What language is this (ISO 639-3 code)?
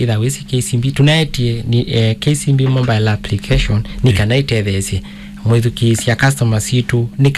kam